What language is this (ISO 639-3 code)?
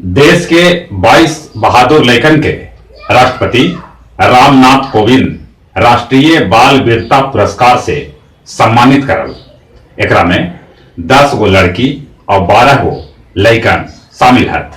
mag